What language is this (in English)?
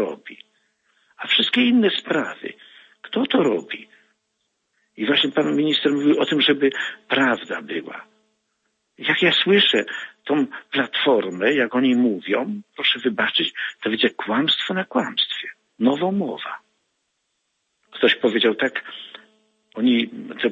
Polish